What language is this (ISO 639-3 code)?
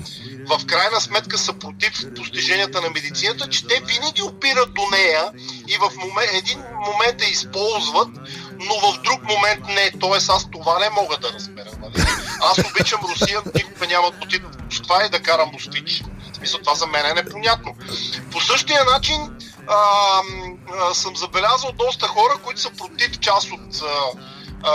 bul